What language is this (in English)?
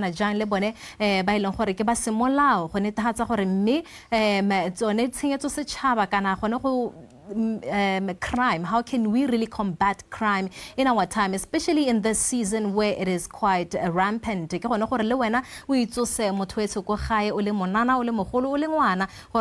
Tswana